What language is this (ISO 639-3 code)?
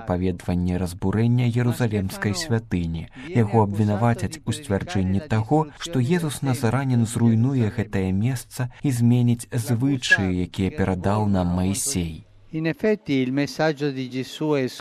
bel